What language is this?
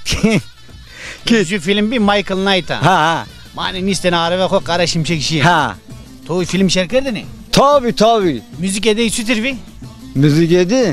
Zaza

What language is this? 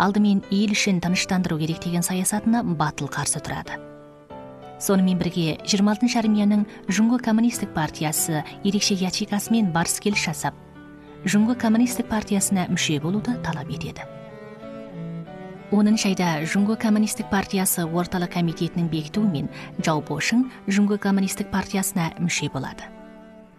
Kazakh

